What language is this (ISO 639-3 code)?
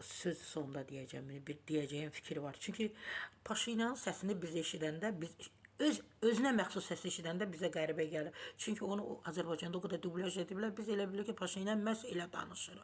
aze